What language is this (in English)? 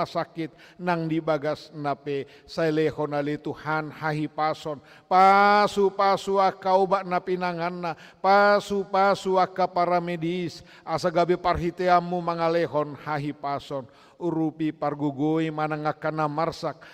Batak Toba